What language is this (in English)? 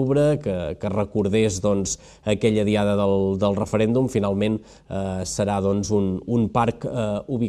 Catalan